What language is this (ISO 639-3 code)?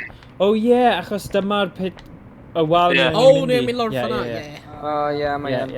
cym